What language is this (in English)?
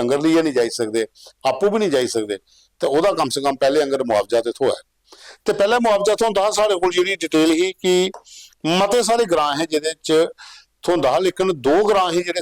Dogri